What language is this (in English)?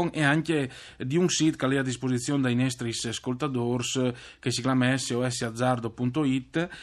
Friulian